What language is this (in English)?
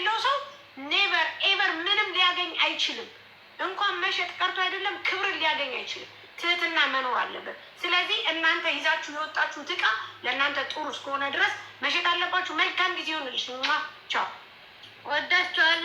Amharic